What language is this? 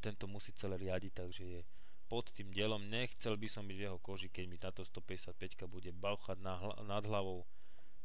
Slovak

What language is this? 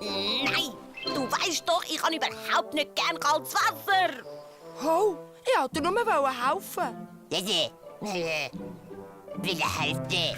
Swiss German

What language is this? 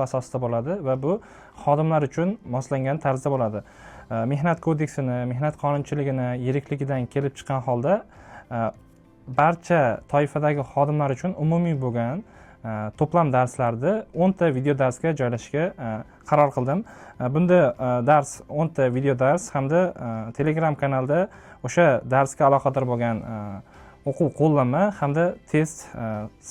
Uzbek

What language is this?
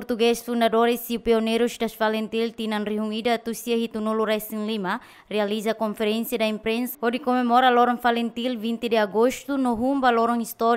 Tetum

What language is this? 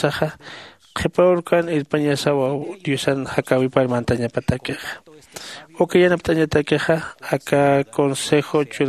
Aymara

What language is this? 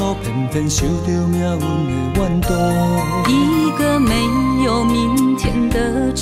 Min Nan Chinese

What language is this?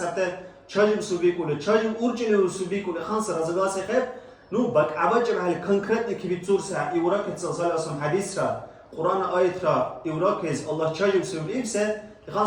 Dargwa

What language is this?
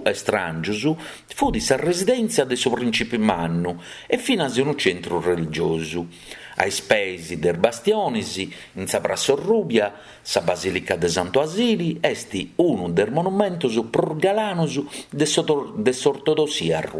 Sardinian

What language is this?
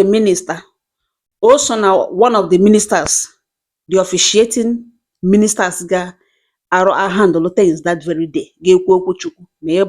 Igbo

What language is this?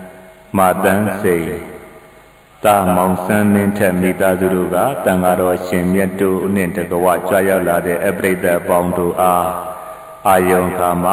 Burmese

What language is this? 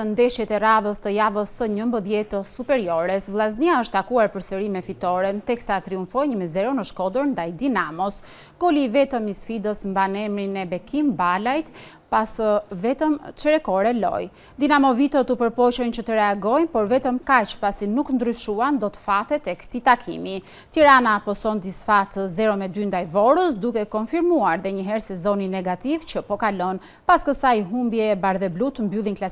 Albanian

